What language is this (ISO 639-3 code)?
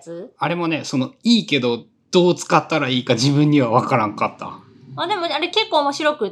jpn